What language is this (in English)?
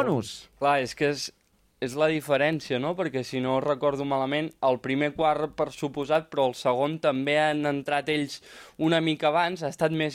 Catalan